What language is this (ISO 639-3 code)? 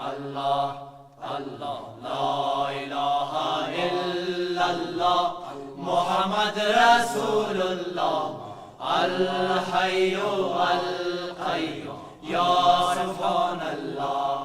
fas